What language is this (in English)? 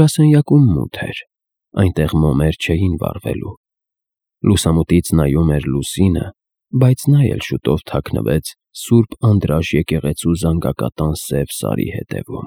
Armenian